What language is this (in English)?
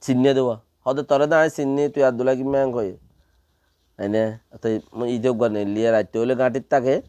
Rohingya